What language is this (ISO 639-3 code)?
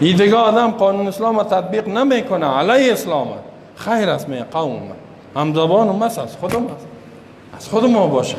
fas